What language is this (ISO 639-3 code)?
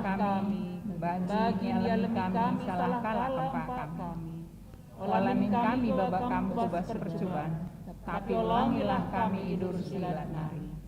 btx